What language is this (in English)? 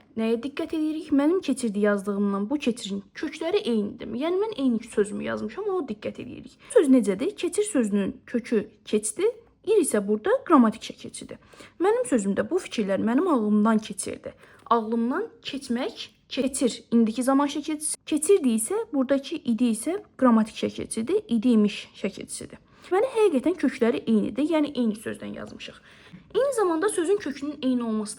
Azerbaijani